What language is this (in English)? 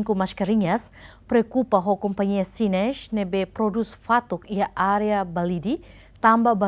Tetum